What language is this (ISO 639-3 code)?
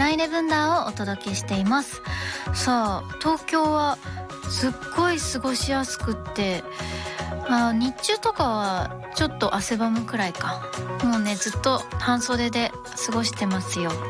jpn